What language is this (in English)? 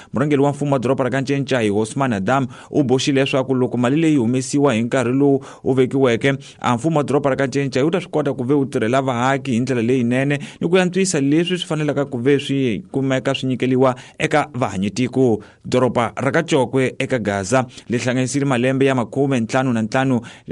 Tsonga